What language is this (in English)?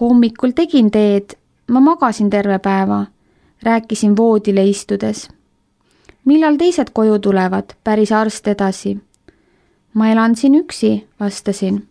Estonian